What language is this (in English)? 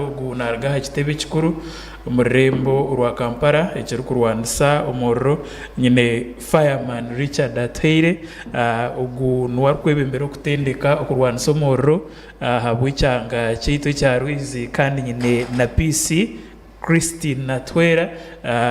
Nyankole